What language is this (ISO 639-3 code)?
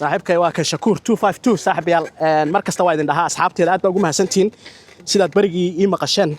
som